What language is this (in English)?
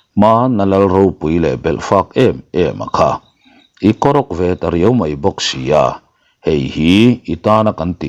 Mizo